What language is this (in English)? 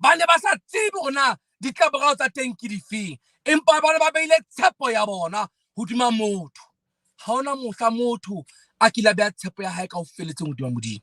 Southern Sotho